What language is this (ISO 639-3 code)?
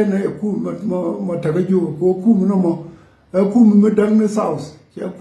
nus